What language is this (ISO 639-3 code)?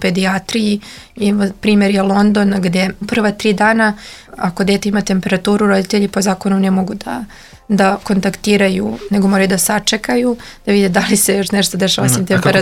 srp